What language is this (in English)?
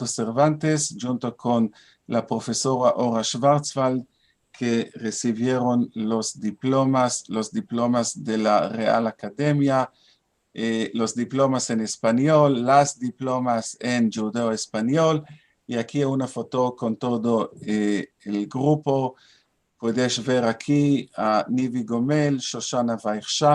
Ladino